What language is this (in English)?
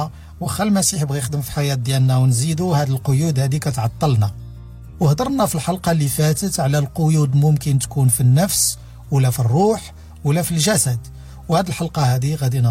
Moroccan Arabic